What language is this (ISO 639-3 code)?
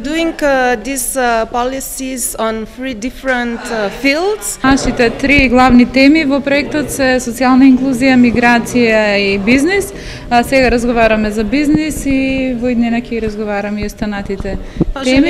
mkd